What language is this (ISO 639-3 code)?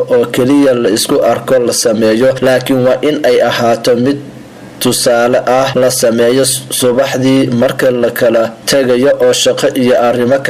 som